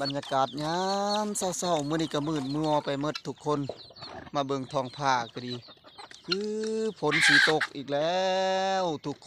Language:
Northeastern Thai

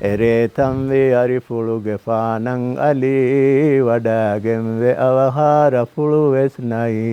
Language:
Divehi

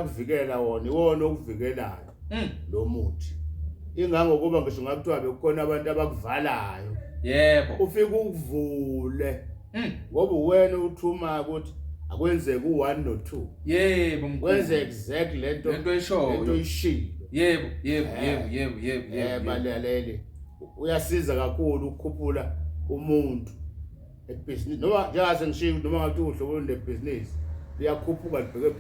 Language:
Zulu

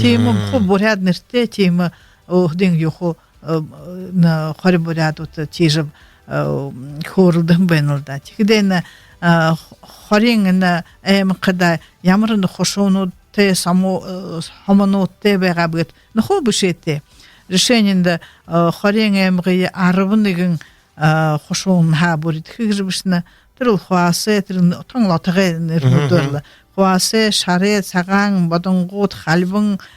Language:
Buriat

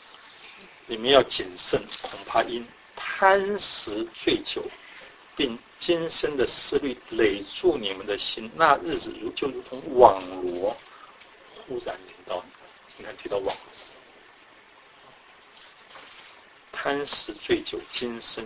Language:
Chinese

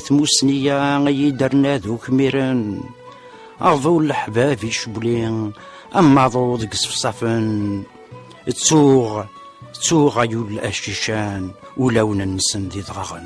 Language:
Kabyle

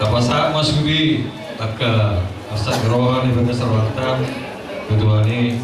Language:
Batak Toba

